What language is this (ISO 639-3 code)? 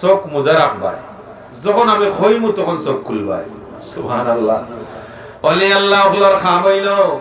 syl